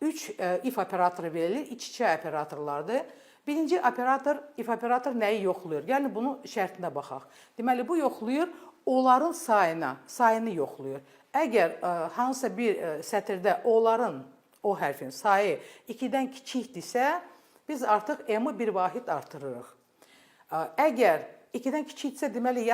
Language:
Azerbaijani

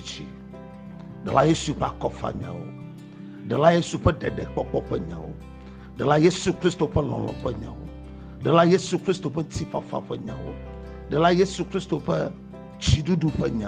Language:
Ewe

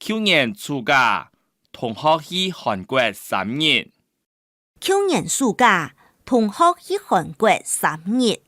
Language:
Hakka Chinese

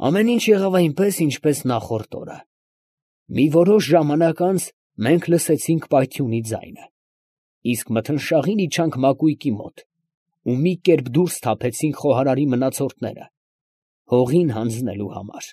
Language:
Armenian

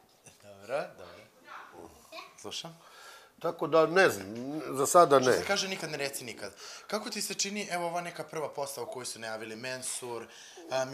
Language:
Serbian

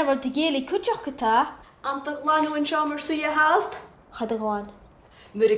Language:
Scottish Gaelic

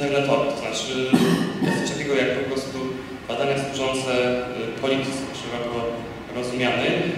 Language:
Polish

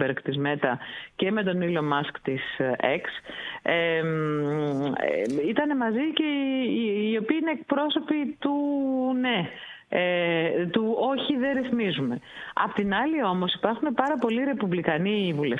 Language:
Greek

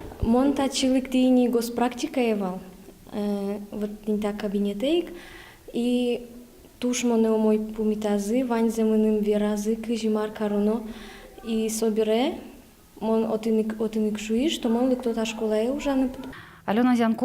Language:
Udmurt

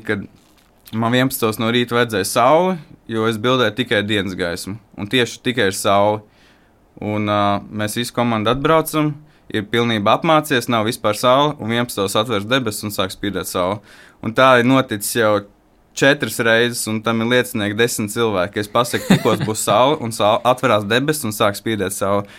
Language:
Latvian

